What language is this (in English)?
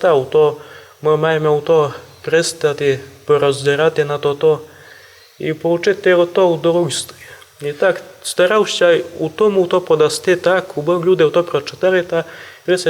Rusyn